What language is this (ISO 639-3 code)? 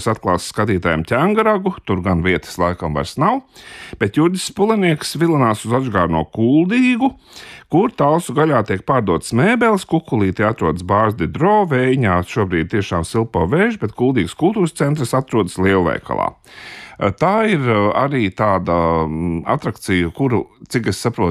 lav